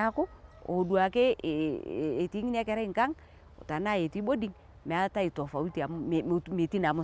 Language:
Masai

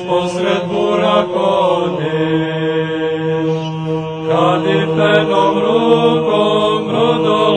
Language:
Serbian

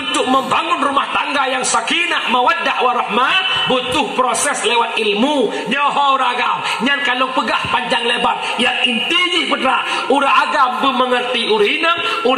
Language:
Achinese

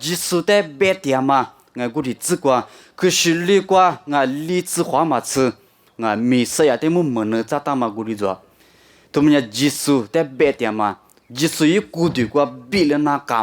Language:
Lisu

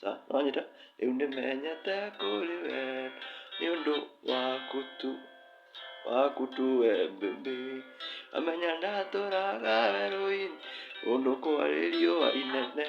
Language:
Kikuyu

